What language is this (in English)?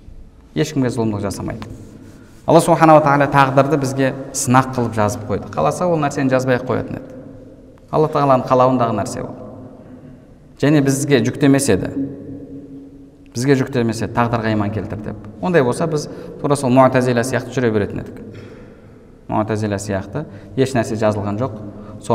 Kazakh